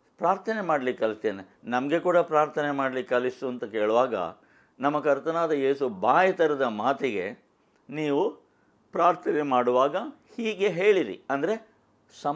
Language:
Kannada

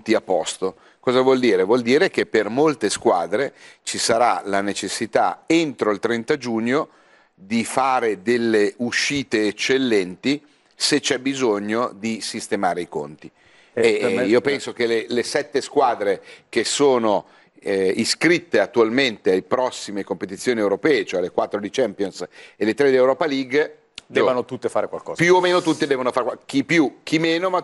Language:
Italian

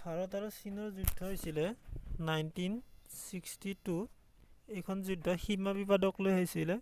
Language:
Assamese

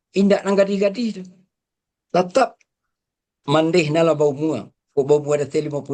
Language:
Minangkabau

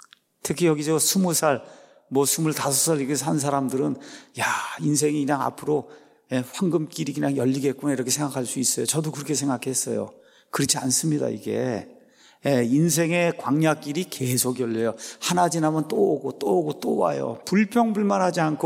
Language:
Korean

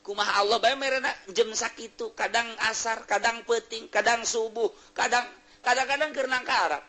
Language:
Sundanese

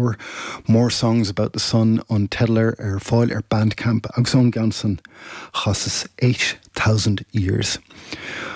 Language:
Irish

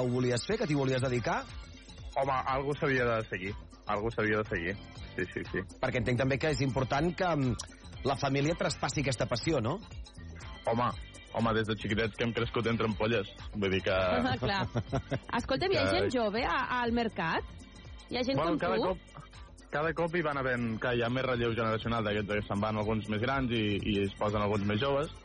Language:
Catalan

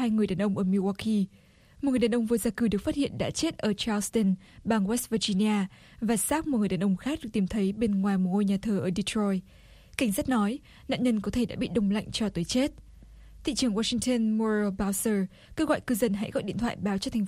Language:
Vietnamese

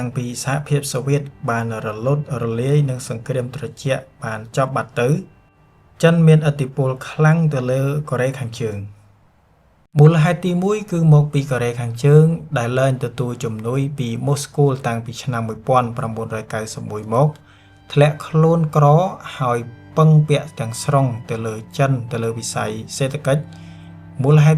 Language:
Khmer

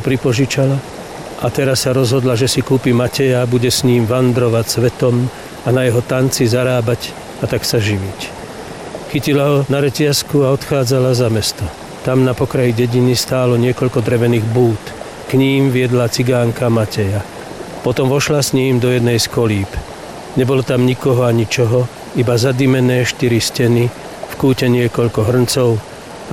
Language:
Slovak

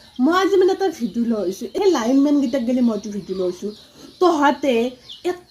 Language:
Assamese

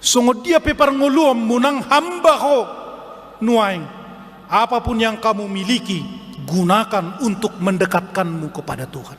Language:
Batak Toba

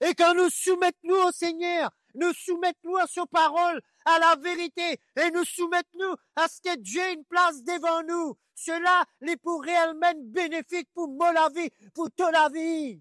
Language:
Morisyen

